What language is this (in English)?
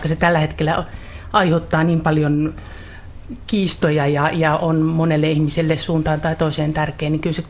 Finnish